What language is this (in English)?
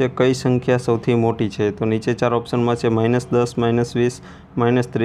Gujarati